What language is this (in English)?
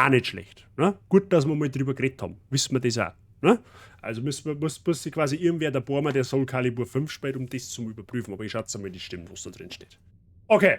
Bavarian